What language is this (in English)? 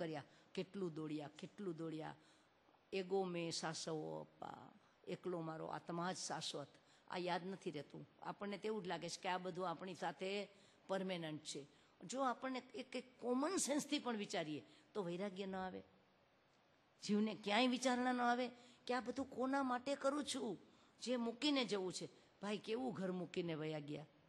Gujarati